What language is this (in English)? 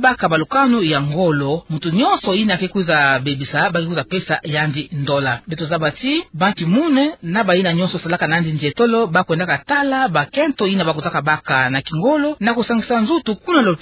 Kituba (Democratic Republic of Congo)